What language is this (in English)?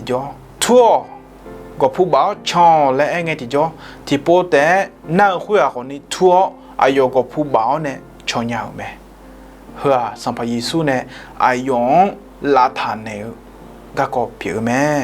Akha